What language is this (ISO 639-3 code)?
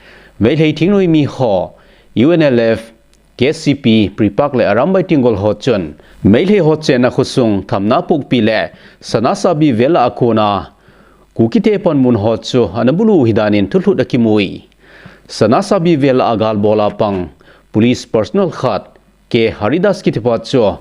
tcz